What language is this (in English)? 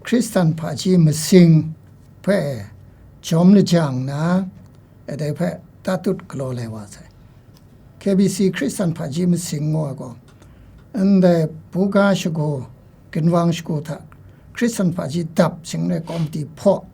Kachin